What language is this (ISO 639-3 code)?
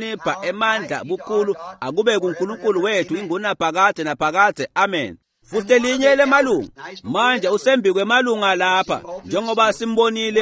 ssw